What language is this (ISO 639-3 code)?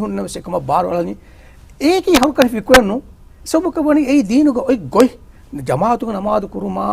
div